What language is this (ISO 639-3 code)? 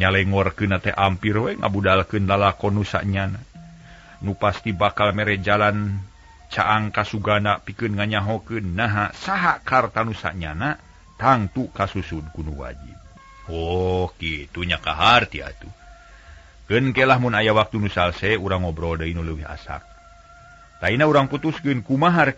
sun